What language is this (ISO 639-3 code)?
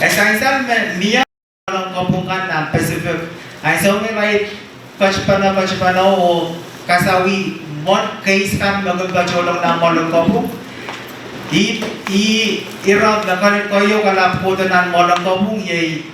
pon